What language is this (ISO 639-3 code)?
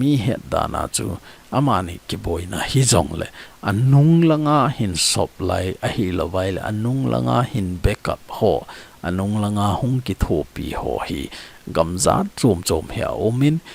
tcz